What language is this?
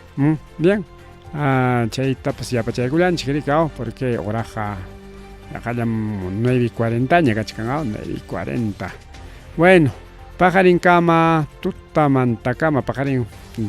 Ayacucho Quechua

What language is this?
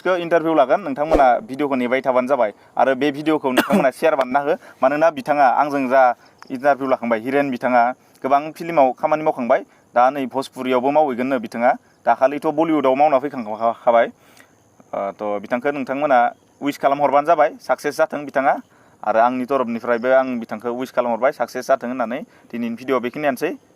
Bodo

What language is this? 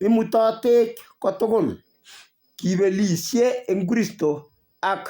Kalenjin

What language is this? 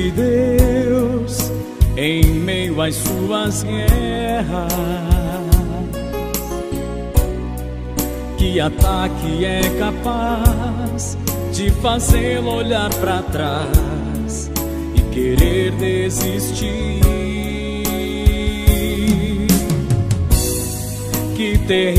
Portuguese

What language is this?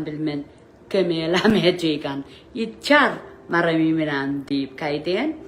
Pohnpeian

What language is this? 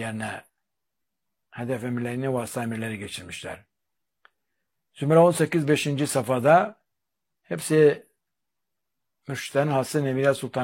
Turkish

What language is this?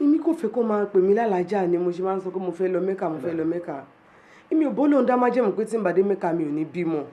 Yoruba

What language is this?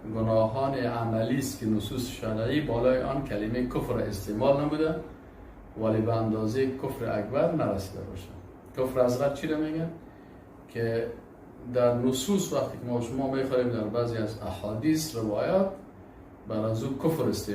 Persian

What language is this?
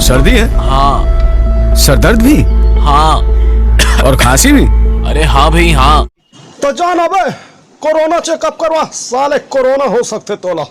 Chhattisgarhi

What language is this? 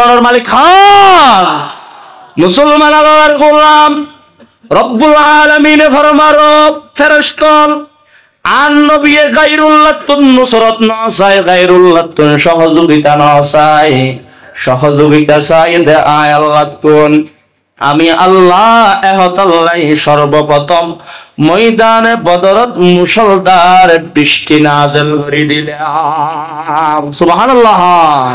Rohingya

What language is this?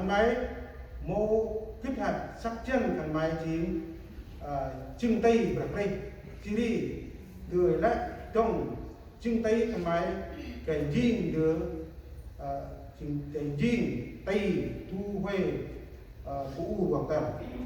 Central Mnong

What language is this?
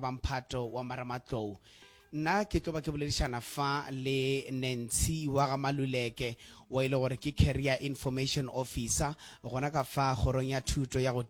Northern Sotho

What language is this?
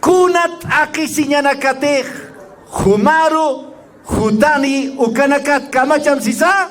Aymara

